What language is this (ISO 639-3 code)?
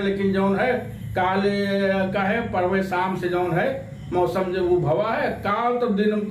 awa